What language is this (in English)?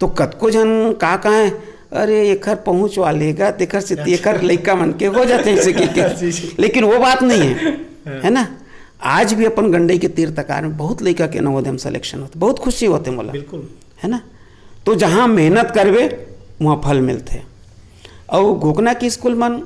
Chhattisgarhi